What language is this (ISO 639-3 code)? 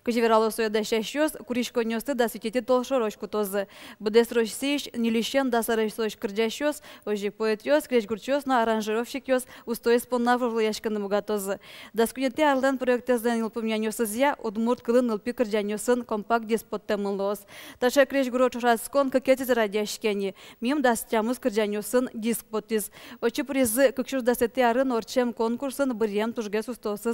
udm